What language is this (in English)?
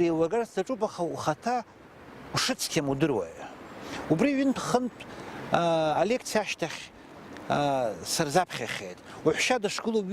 Abkhazian